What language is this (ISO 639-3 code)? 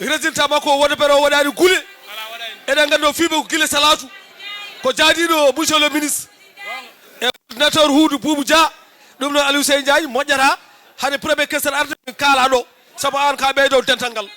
ful